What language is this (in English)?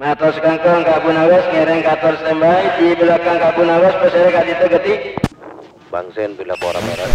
Madurese